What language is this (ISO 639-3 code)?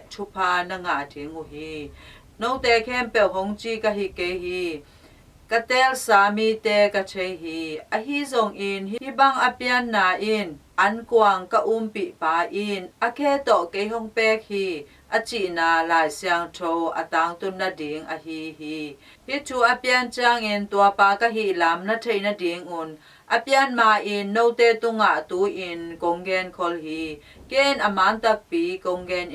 ctd